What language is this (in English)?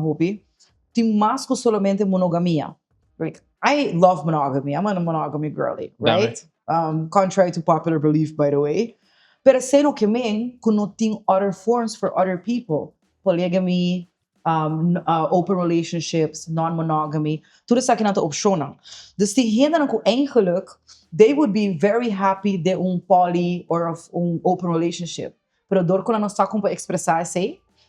Papiamento